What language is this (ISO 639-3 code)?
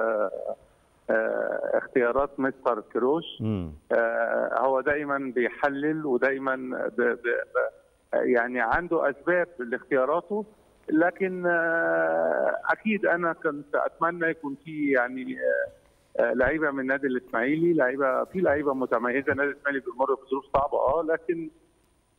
arz